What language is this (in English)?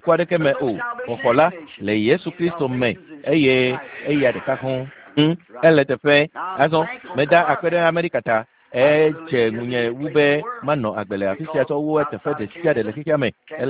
Ewe